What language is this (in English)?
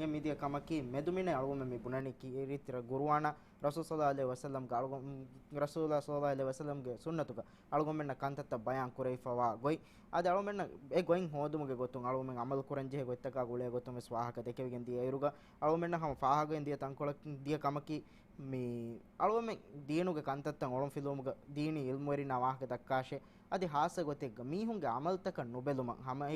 Divehi